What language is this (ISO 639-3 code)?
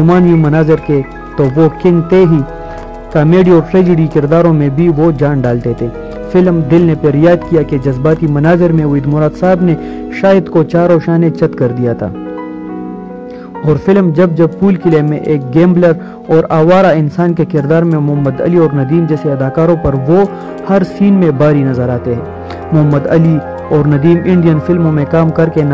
urd